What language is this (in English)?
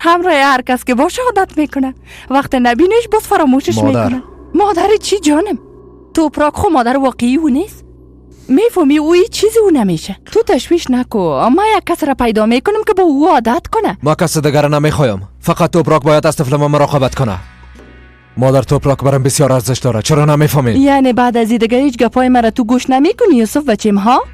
Persian